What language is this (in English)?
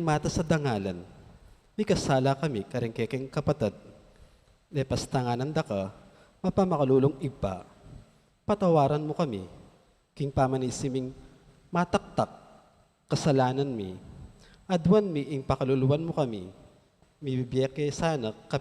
Pampanga